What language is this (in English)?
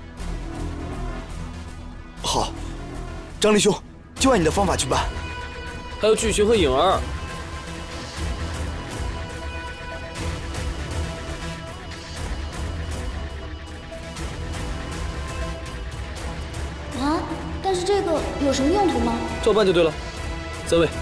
Chinese